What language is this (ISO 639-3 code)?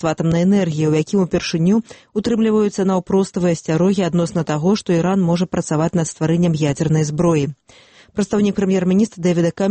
bel